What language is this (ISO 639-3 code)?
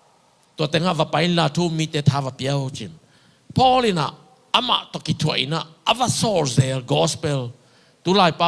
ctd